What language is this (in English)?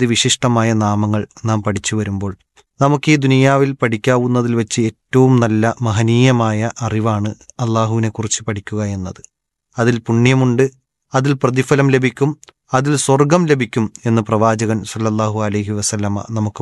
Malayalam